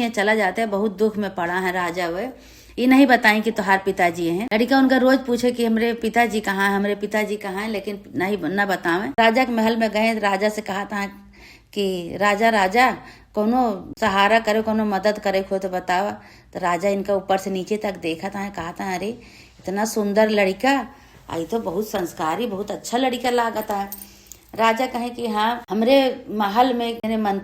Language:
Awadhi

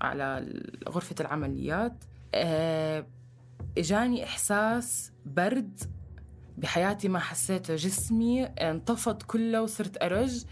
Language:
North Levantine Arabic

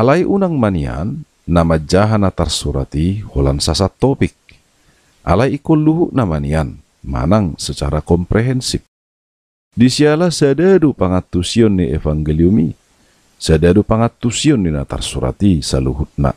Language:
Batak Toba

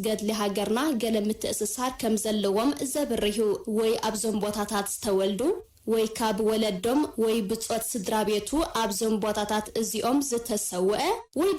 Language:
Tigrinya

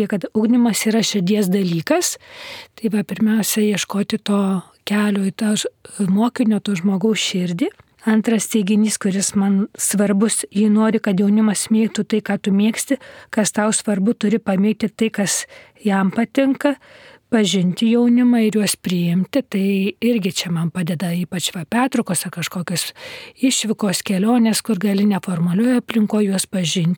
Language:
Lithuanian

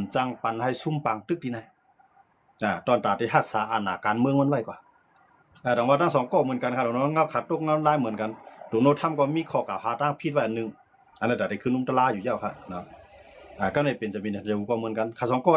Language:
Shan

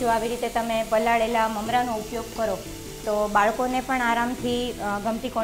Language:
Gujarati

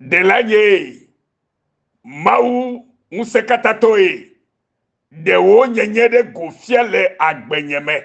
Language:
Ewe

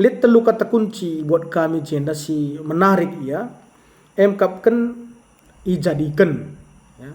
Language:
Batak Karo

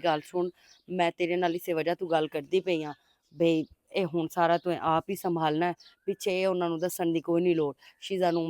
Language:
Western Panjabi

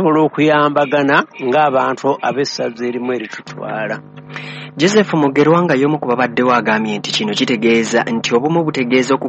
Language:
Ganda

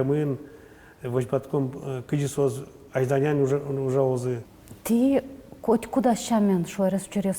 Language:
Udmurt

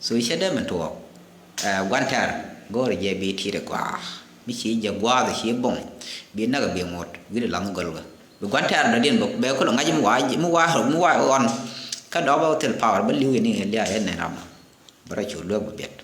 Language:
Nuer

